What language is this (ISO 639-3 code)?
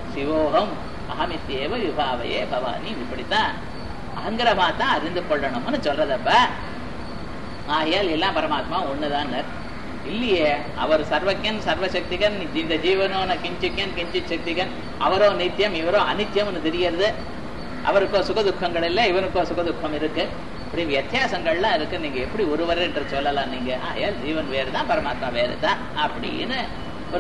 tam